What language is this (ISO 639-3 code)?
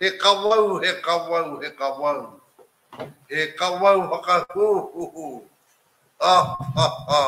mri